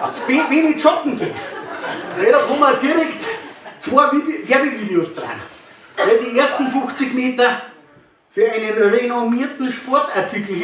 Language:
Bavarian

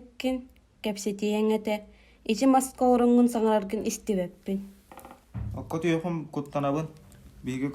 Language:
Yakut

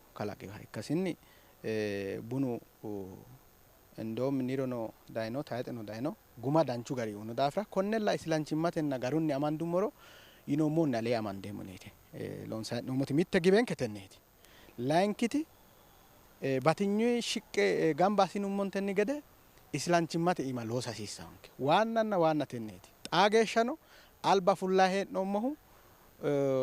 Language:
Sidamo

